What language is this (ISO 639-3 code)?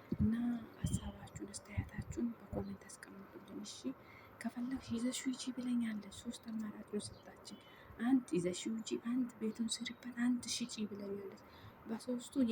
amh